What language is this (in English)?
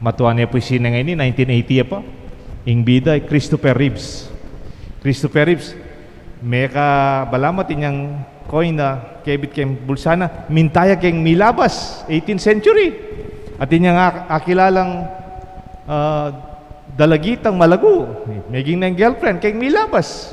Pampanga